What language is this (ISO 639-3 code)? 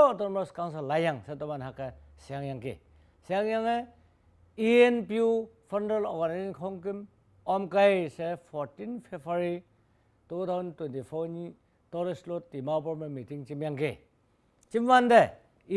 nbe